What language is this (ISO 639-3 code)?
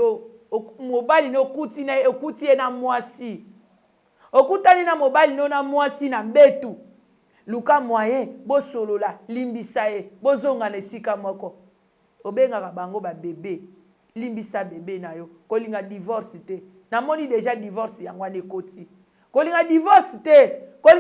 lin